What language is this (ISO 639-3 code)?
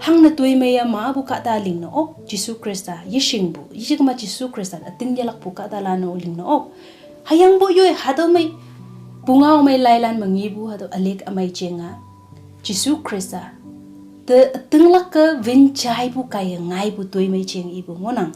nbe